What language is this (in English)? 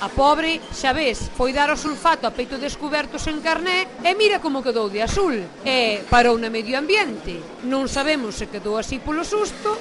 Galician